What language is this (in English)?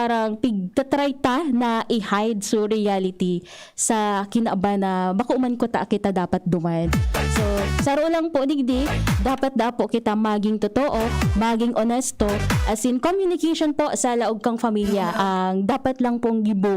Bikol